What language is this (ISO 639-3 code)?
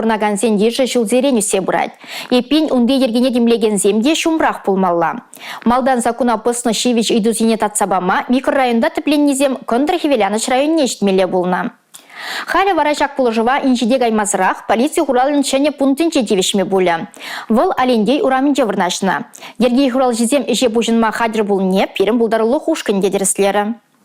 chv